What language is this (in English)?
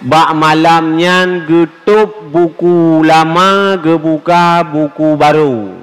Achinese